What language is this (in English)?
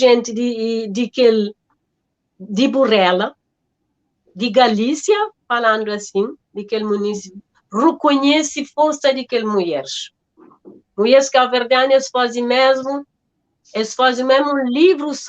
Kabuverdianu